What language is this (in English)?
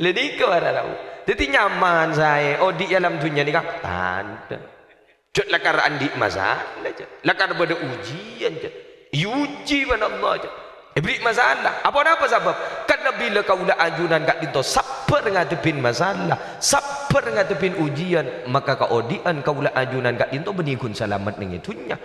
Madurese